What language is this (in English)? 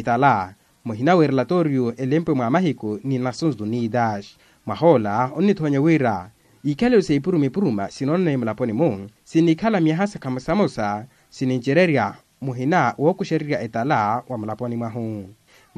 Makhuwa